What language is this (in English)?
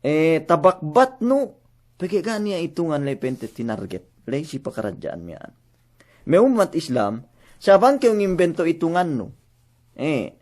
Yakan